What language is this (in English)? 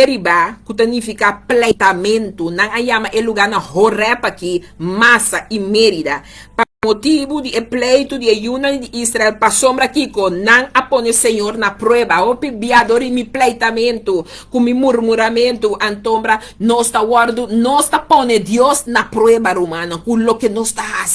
Papiamento